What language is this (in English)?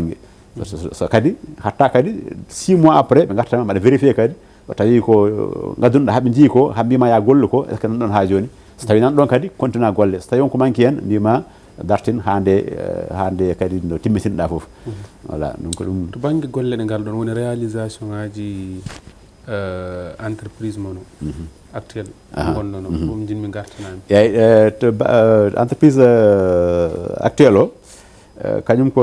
Fula